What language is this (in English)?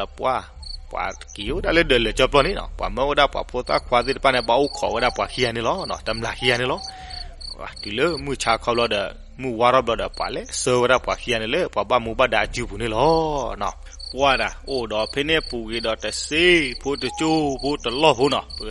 S'gaw Karen